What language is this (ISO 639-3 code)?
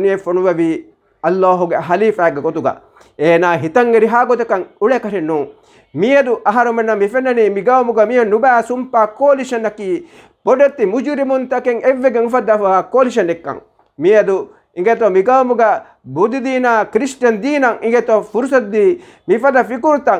div